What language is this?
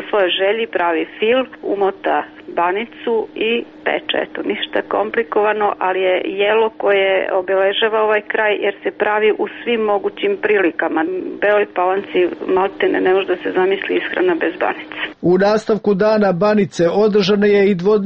Serbian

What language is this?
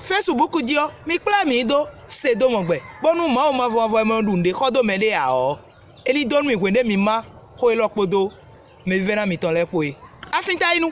Fon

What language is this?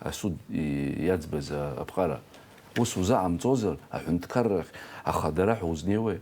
Abkhazian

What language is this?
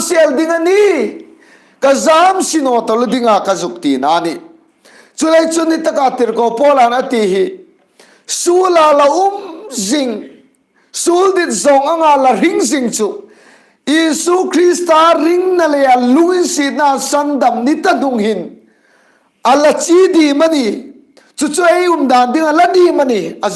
Hmar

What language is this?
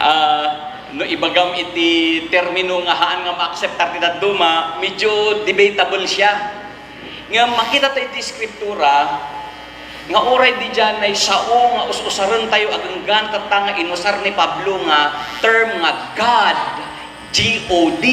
Iloko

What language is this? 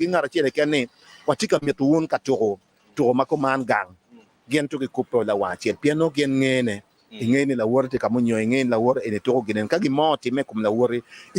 Acoli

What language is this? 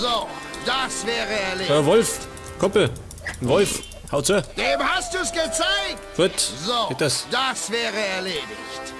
Bavarian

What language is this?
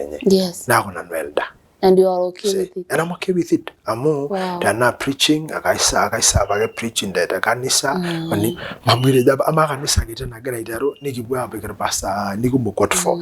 Masai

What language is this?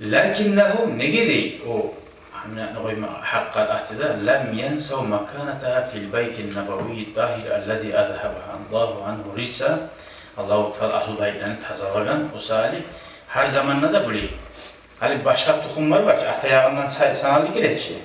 Kumyk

